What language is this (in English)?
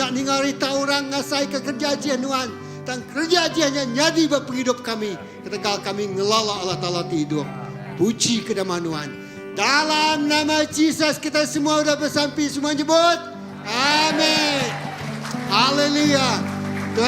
Iban